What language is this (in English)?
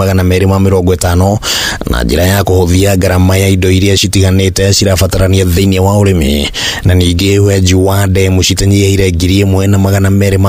Kikuyu